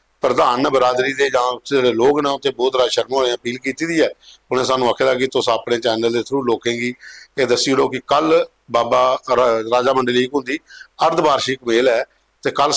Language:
Dogri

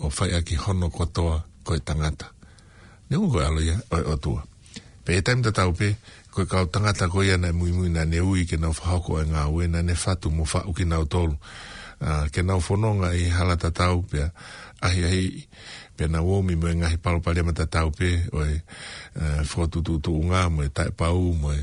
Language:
Tongan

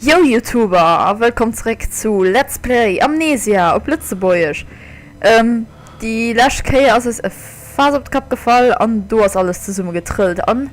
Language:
Luxembourgish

